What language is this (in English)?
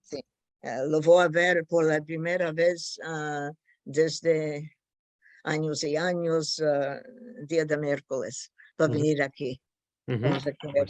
Ladino